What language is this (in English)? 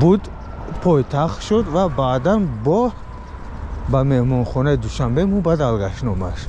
Tajik